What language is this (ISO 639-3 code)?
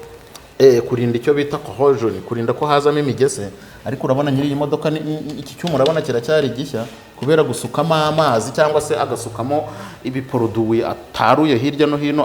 kin